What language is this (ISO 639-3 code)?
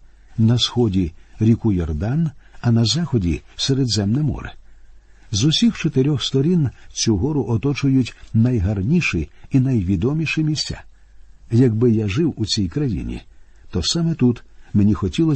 ukr